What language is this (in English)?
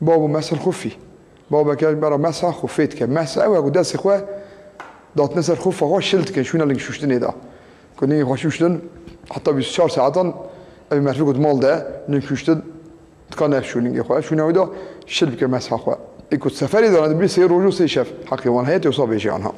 Kurdish